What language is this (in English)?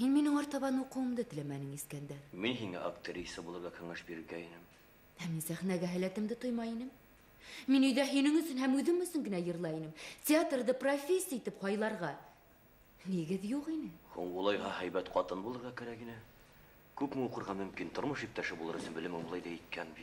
Bashkir